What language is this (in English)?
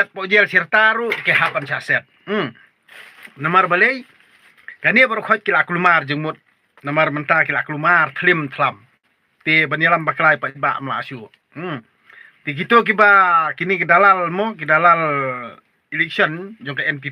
Khasi